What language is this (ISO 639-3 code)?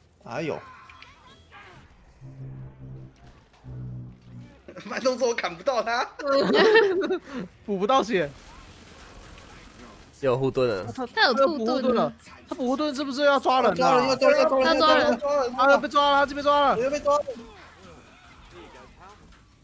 zho